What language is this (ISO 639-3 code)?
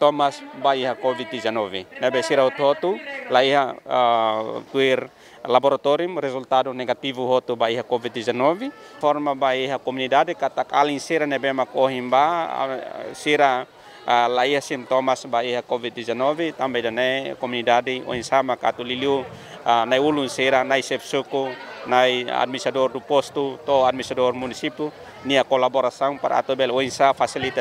tet